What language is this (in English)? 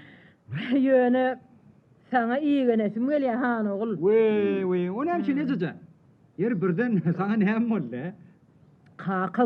Turkmen